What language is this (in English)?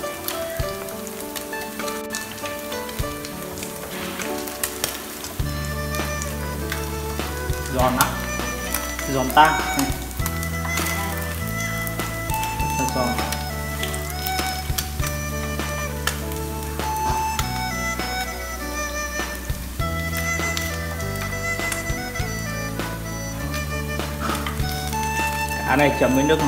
Vietnamese